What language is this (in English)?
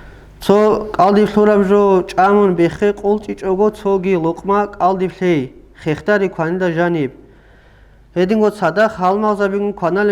Avaric